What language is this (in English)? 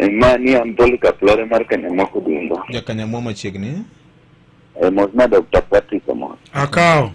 Luo (Kenya and Tanzania)